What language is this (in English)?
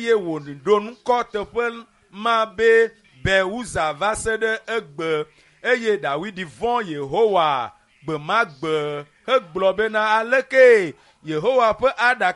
Ewe